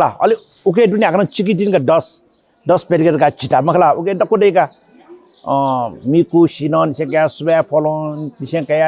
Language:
Newari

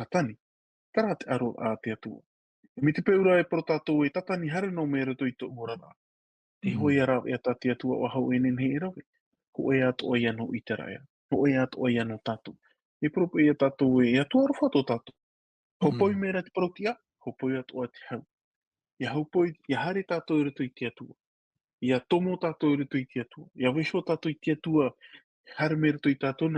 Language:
Tahitian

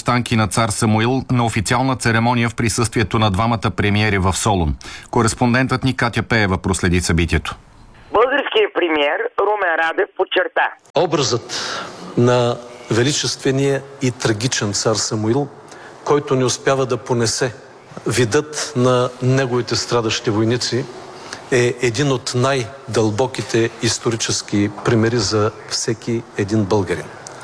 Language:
Bulgarian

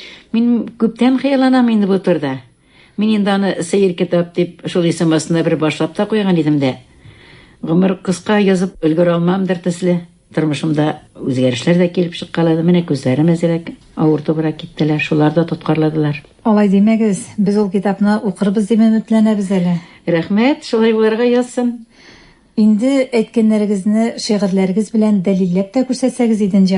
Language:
Tatar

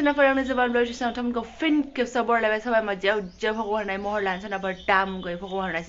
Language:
Bodo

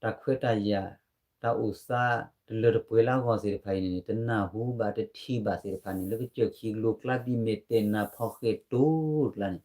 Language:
S'gaw Karen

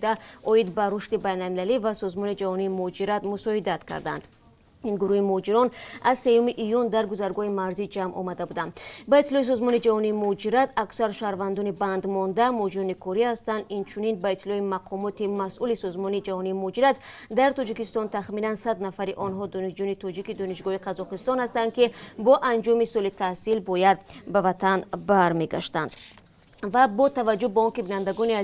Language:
Tajik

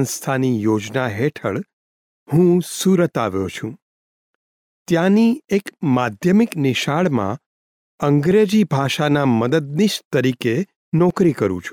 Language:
Gujarati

